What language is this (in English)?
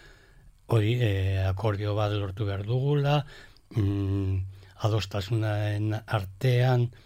Basque